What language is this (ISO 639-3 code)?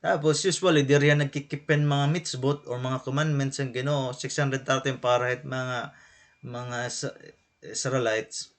war